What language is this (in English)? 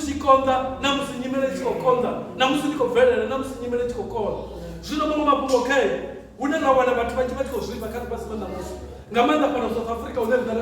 Venda